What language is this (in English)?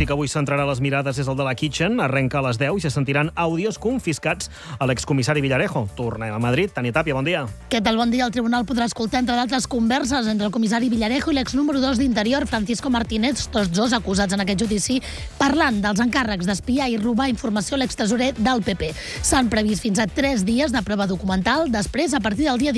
Catalan